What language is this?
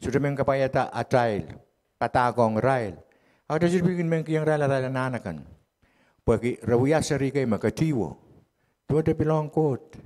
Pohnpeian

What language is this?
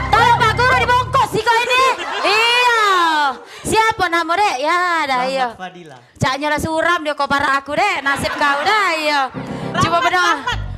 Musi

